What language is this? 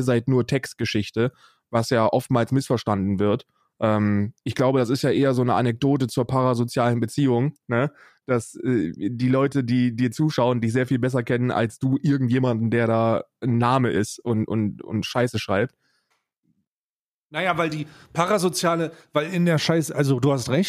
German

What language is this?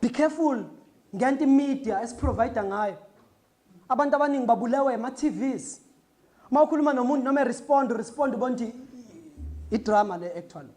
Zulu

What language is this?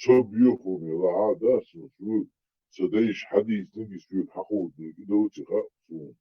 Chechen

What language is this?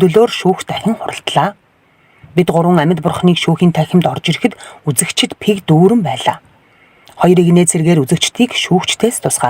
Mongolian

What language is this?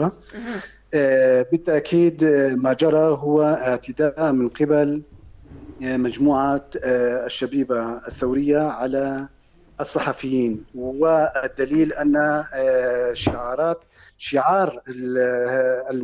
North Levantine Arabic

